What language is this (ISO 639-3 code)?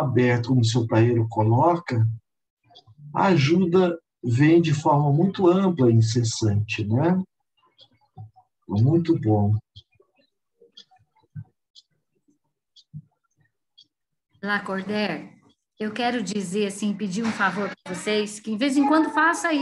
por